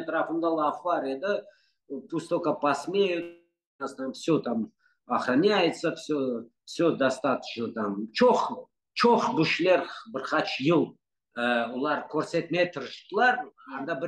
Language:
Crimean Tatar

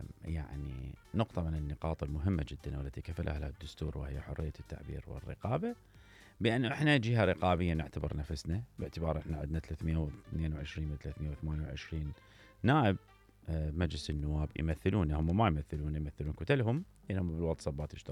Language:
Mesopotamian Arabic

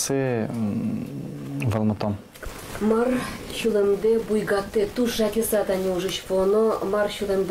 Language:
Udmurt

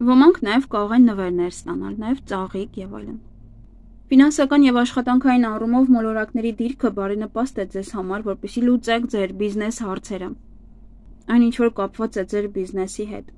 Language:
Armenian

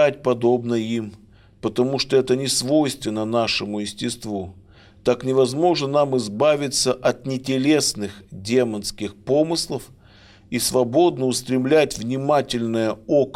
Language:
Russian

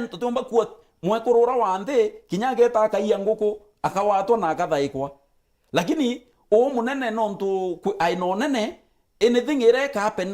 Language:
Meru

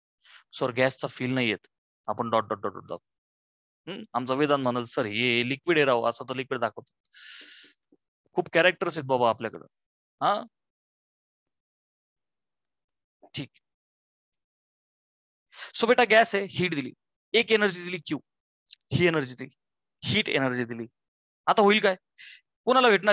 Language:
Marathi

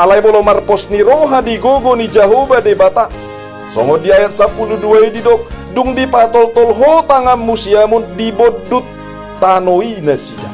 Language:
Batak Toba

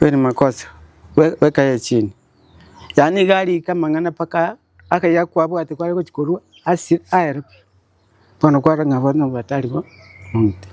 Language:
Gusii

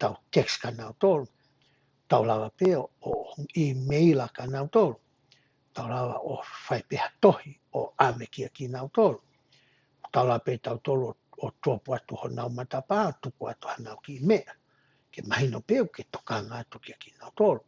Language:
Tongan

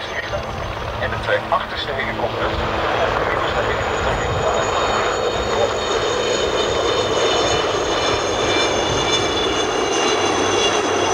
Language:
Dutch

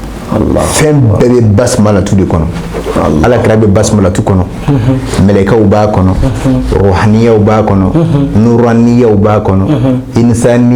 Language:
Bambara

